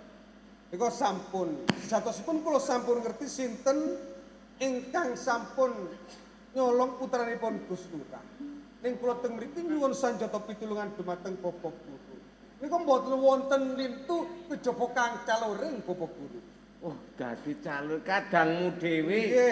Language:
Javanese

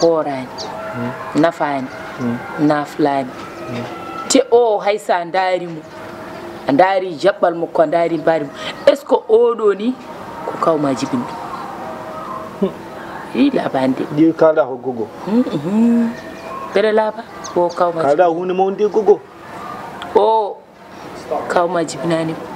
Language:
Fula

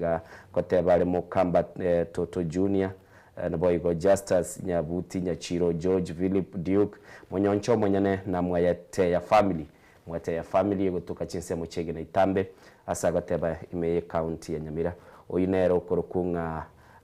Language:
Gusii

